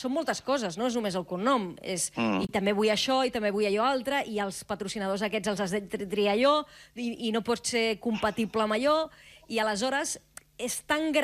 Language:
Catalan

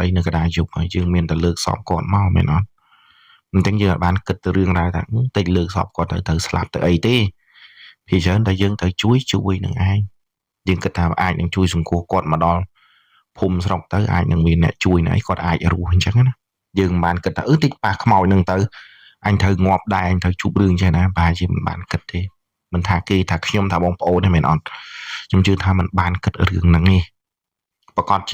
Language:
Khmer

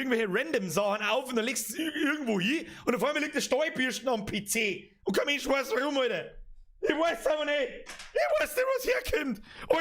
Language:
Bavarian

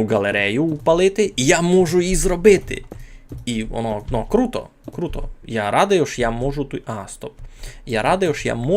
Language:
Rusyn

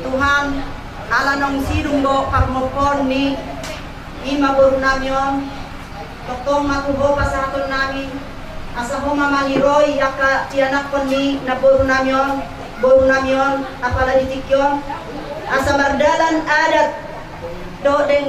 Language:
Batak Toba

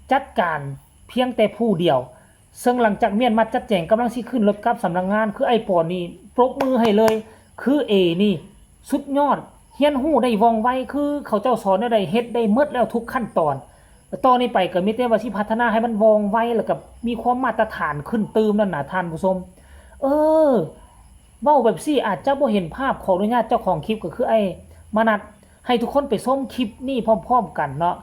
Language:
Northeastern Thai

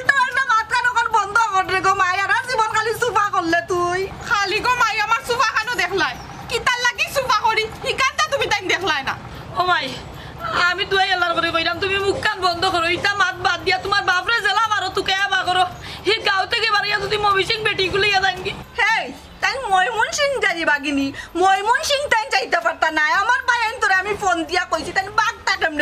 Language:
Sylheti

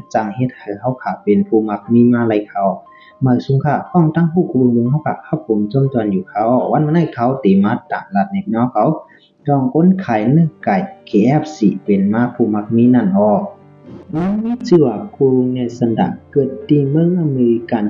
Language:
Shan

